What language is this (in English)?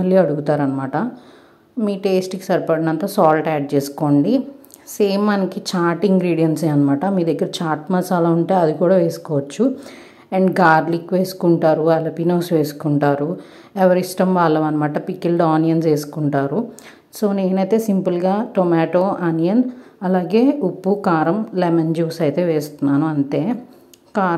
Telugu